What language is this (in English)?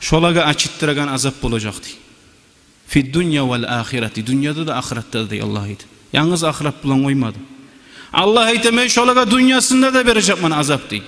Kumyk